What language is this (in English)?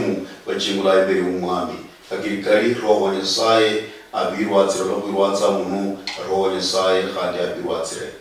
Luyia